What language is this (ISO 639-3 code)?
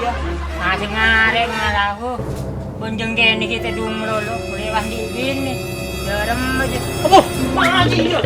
mad